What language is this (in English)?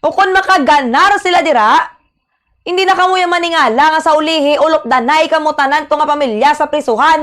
Hiligaynon